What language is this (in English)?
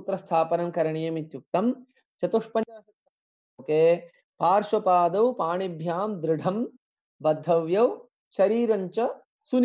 Sanskrit